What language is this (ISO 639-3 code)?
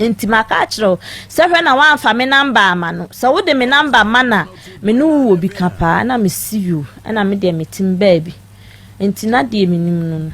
aka